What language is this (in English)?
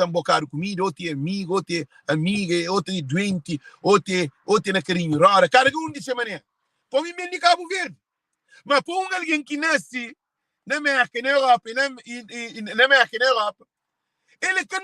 Kabuverdianu